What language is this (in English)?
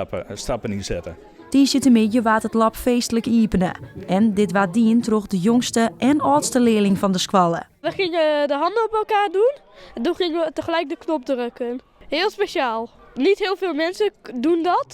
Western Frisian